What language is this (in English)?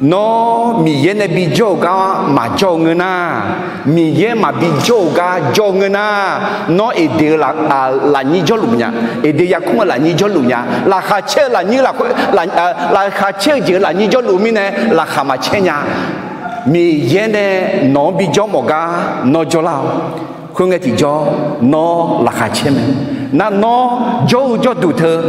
Akha